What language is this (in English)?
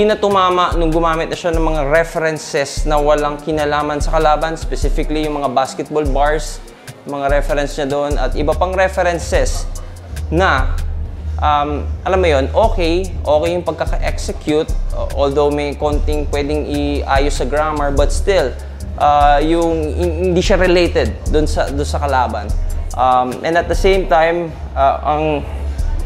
Filipino